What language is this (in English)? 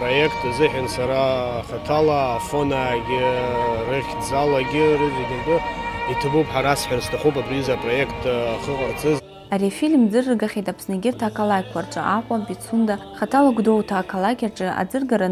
Abkhazian